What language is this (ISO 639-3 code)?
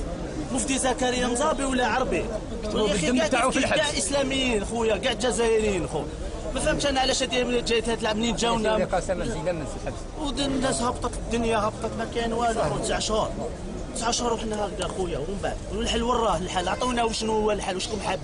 arq